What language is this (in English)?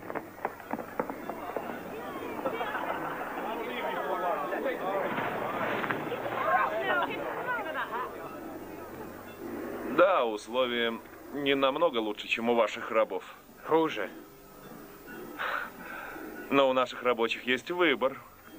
Russian